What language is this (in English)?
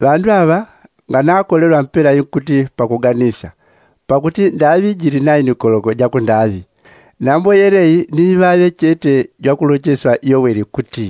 Yao